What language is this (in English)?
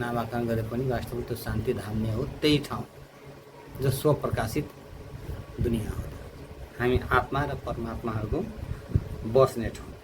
Nepali